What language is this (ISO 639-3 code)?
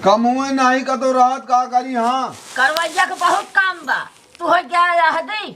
awa